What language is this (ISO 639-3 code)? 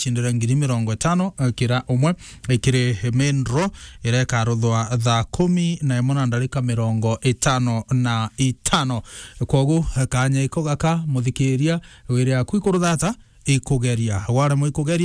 mer